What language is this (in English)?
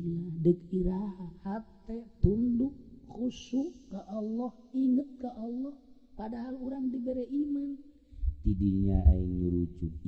Sundanese